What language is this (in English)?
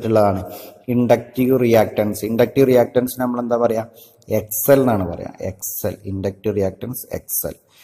Malayalam